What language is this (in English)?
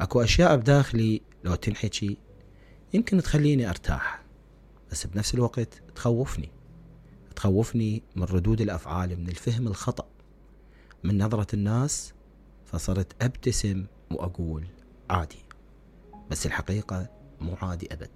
Mesopotamian Arabic